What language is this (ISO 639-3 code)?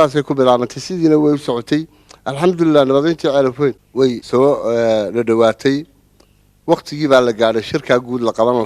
som